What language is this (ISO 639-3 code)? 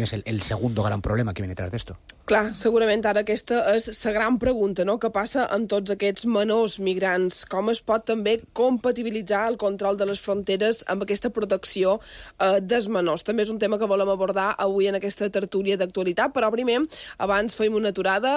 cat